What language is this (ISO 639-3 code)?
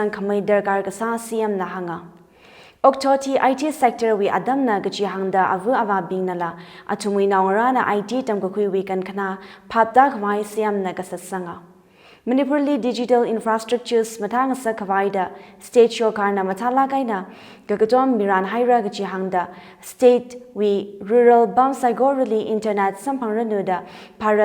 nmf